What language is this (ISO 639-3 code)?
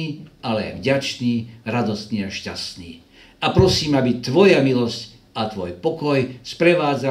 slk